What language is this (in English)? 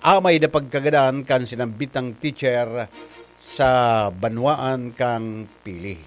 Bikol